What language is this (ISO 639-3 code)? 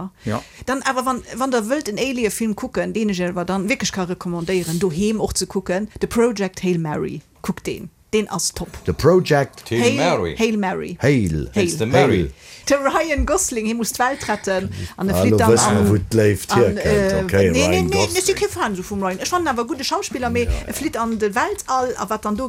ltz